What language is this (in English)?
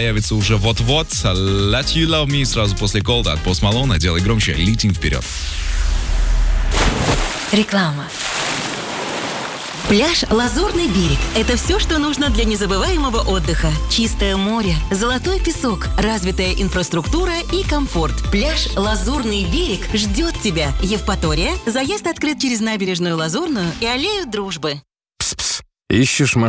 Russian